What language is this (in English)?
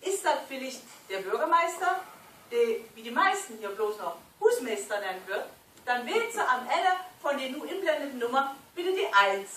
Low German